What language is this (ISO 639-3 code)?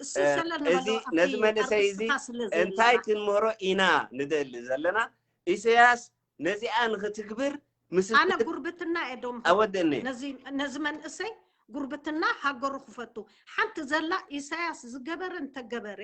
tir